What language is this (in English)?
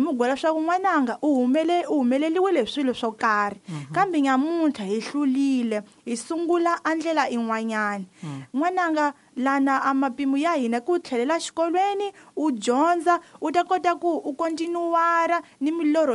Tsonga